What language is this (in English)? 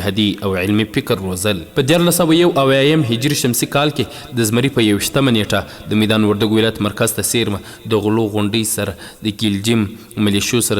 Pashto